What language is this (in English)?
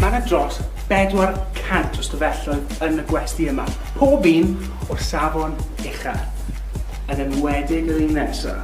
Welsh